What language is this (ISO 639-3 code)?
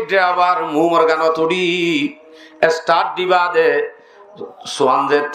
rhg